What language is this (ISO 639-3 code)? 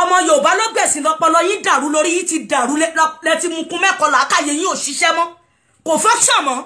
yor